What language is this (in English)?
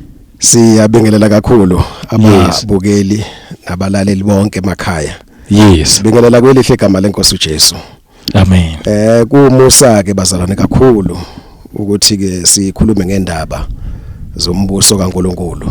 Zulu